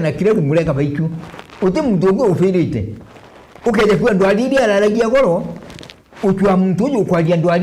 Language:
Meru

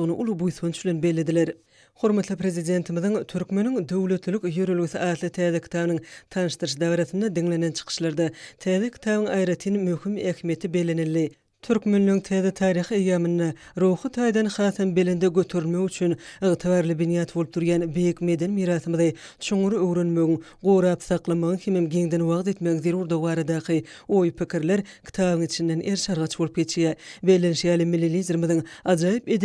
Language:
Turkmen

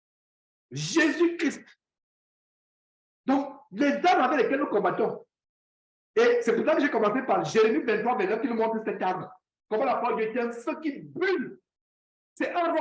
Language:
French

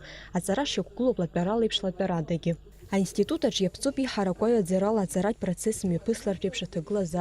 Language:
Abkhazian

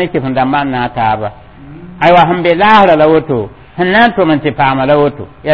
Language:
Mossi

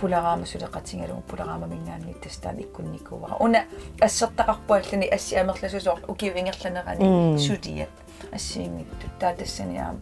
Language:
Kalaallisut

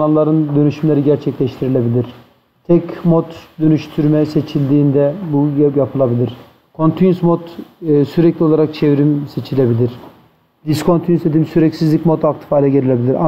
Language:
Turkish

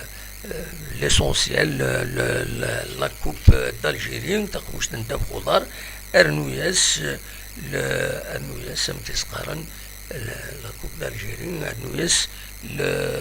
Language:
Kabyle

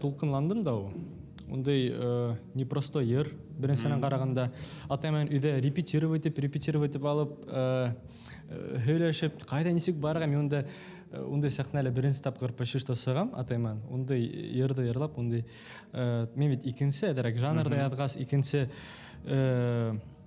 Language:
Bashkir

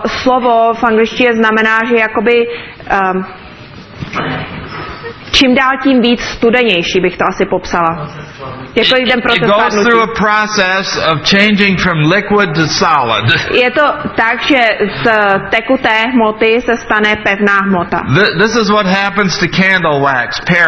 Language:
Czech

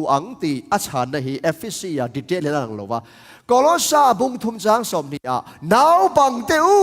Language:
Tedim Chin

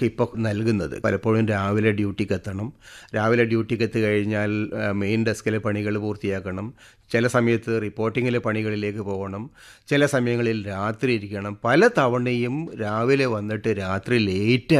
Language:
Malayalam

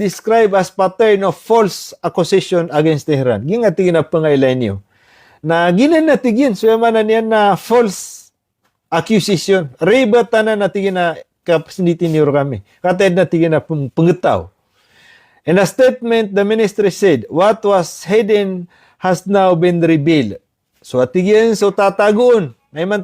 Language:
Maranao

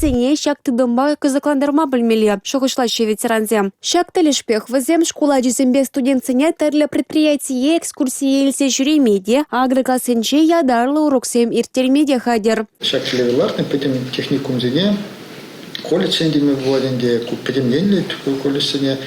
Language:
Chuvash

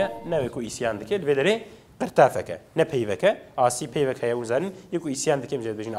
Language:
Kurdish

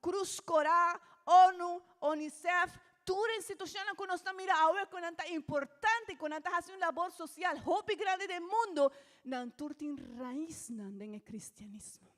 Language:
Papiamento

